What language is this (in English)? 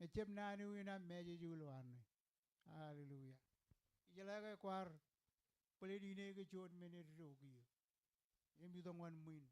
Marshallese